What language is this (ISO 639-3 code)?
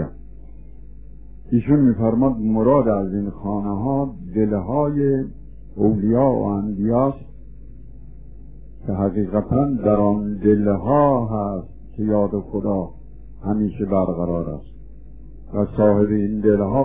fas